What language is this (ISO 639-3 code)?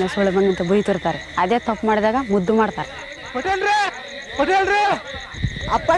kan